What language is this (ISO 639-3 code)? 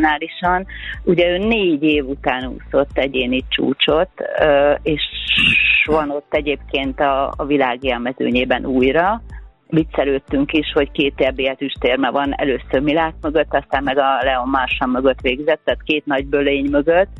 hun